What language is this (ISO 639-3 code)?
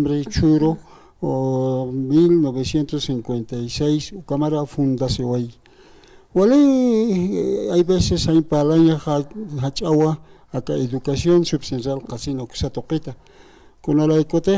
aym